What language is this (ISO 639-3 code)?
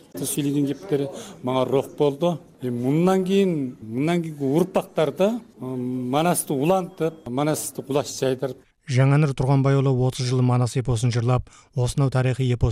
kaz